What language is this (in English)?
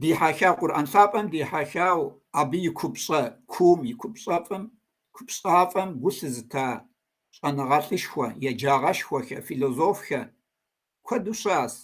Kabardian